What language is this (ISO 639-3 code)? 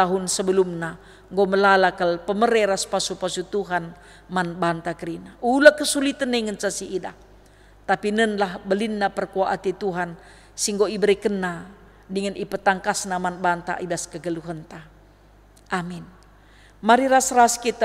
btx